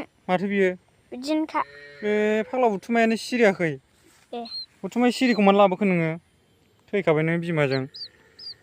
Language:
Bodo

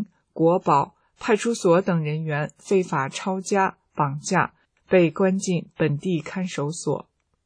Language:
Chinese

